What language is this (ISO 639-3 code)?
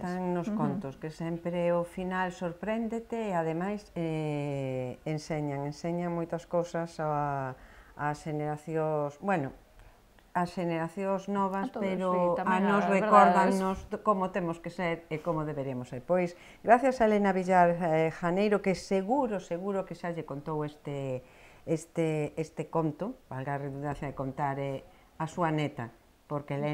glg